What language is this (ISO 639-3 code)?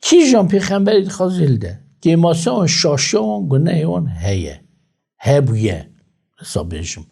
kur